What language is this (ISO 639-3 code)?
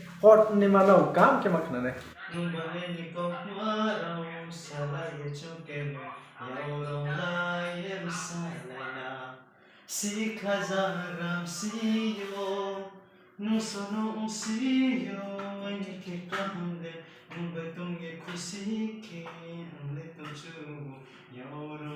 ria